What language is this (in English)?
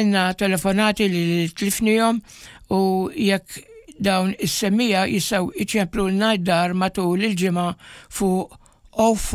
Maltese